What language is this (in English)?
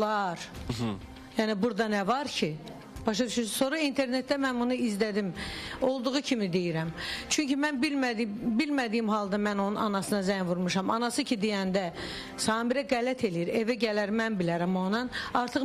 Azerbaijani